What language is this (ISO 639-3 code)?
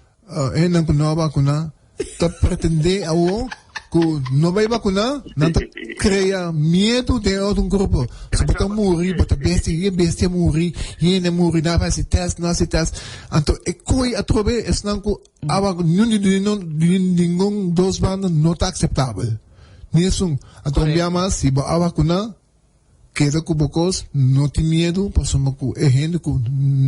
pap